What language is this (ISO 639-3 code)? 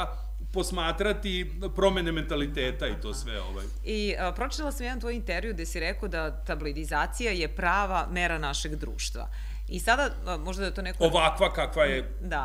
srp